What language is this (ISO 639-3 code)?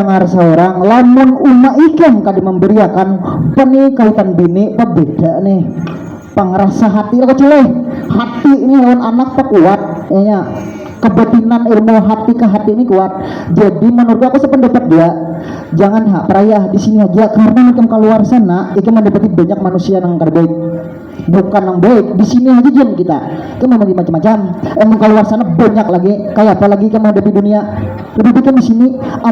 bjn